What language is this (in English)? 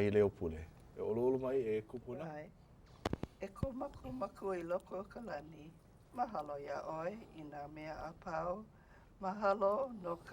Hawaiian